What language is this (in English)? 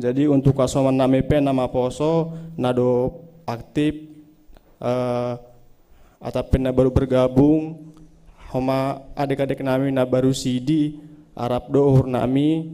Batak Simalungun